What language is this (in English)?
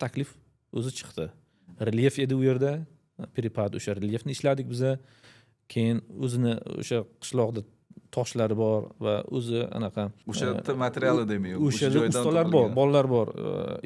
Uzbek